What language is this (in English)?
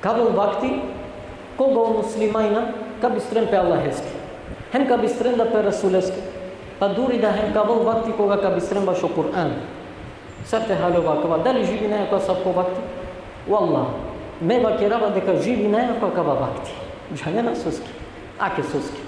Balkan Romani